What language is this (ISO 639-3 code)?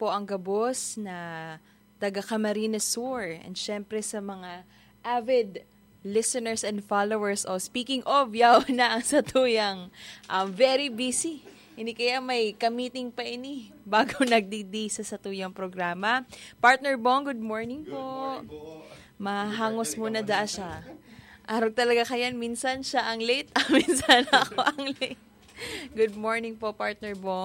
bik